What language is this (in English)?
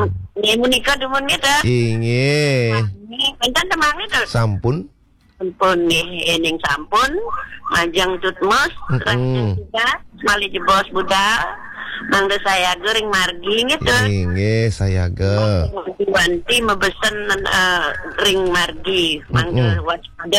Balinese